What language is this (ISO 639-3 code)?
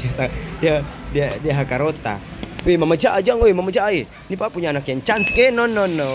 abs